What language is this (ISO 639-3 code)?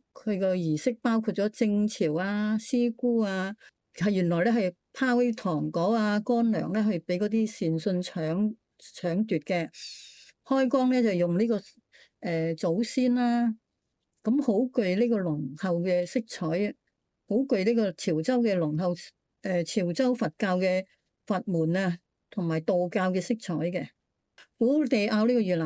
yue